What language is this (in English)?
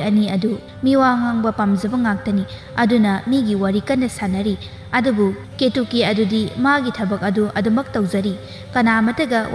Manipuri